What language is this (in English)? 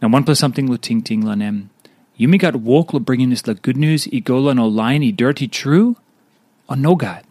Tok Pisin